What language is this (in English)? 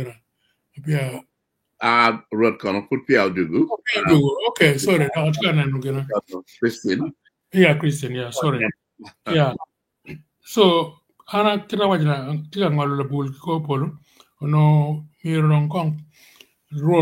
Acoli